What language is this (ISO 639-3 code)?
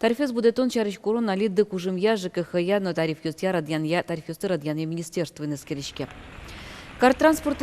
udm